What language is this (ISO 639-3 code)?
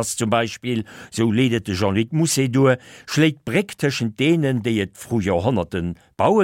ltz